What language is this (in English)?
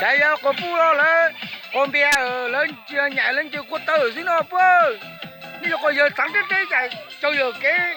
Hmong